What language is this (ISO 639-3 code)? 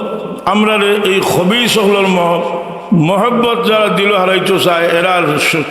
syl